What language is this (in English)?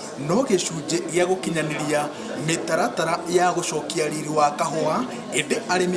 Kikuyu